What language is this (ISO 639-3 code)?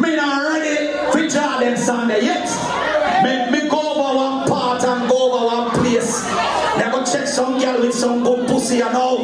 jam